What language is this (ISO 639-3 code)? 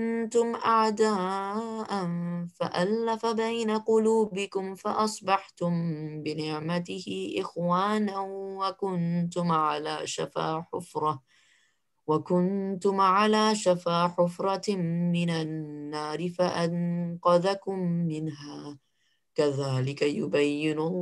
ara